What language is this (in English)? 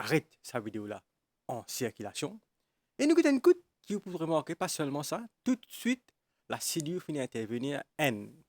Morisyen